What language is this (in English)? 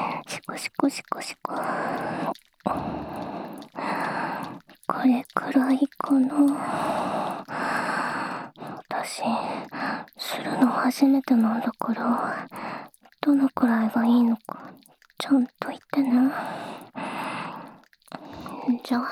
Japanese